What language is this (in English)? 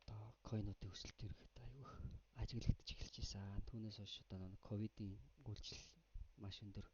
Mongolian